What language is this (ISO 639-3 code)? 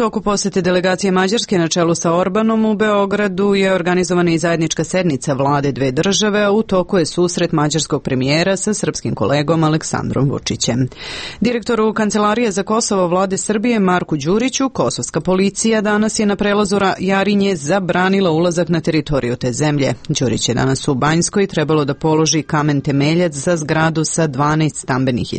srp